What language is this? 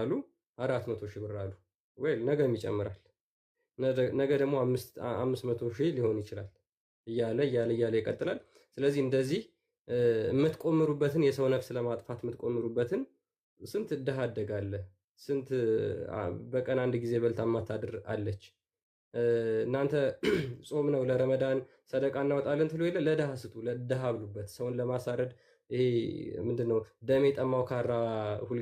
Amharic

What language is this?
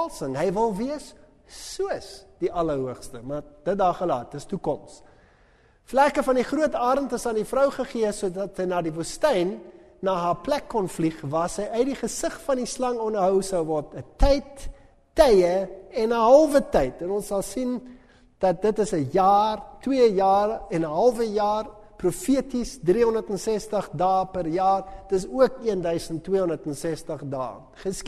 Afrikaans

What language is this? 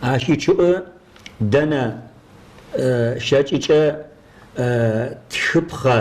Kabardian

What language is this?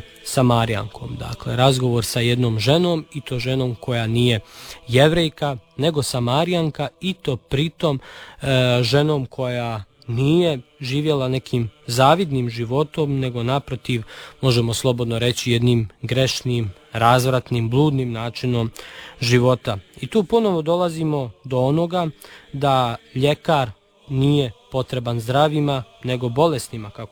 Serbian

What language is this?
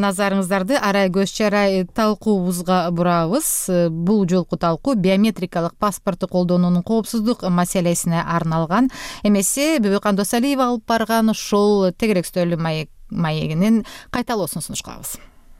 Kyrgyz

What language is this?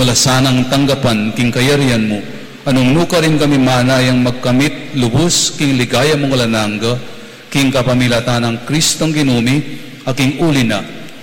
Pampanga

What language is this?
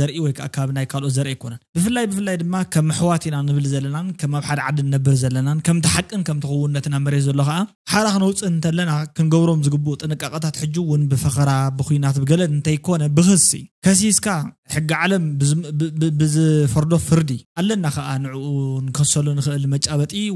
Tigrinya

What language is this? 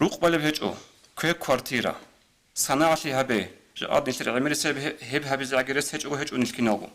Avaric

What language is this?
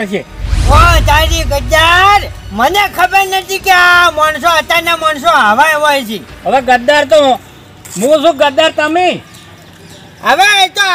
Gujarati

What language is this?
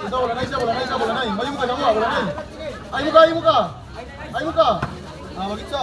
Ambonese Malay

